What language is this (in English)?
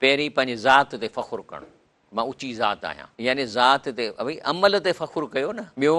Sindhi